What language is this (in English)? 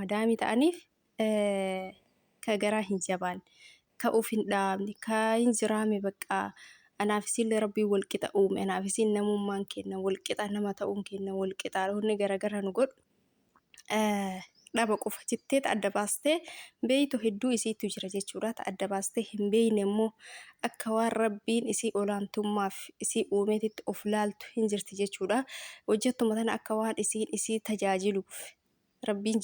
Oromo